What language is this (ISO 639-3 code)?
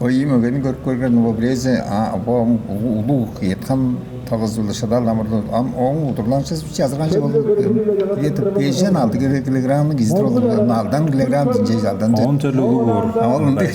tyv